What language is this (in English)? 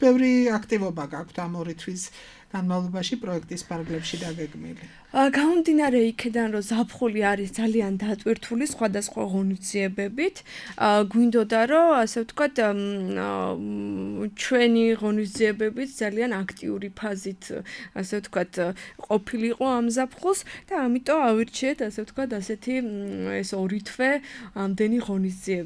Georgian